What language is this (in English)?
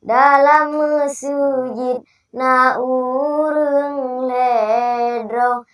Achinese